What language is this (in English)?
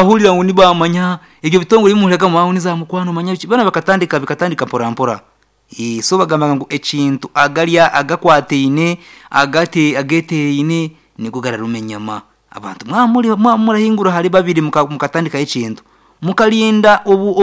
Nyankole